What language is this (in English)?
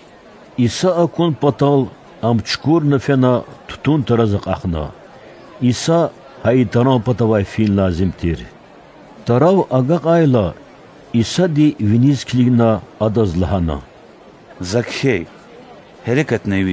Lezghian